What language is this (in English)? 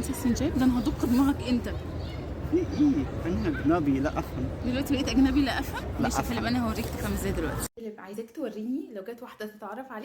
Egyptian Arabic